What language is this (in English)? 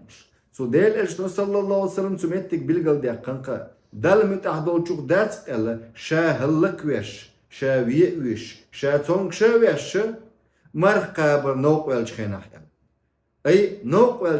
Chechen